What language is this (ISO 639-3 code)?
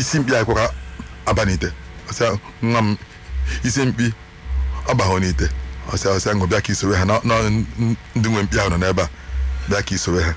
ibo